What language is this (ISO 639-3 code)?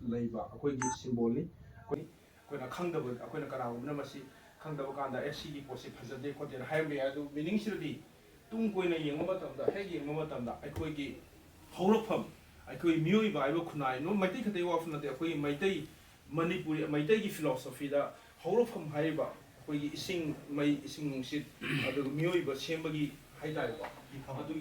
mni